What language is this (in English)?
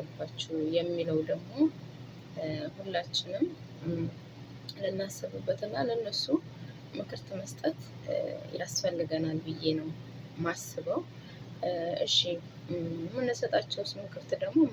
Amharic